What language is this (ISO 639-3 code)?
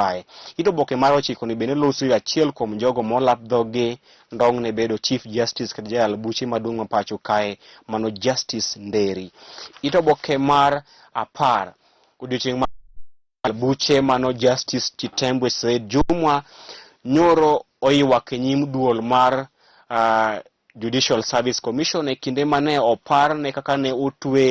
luo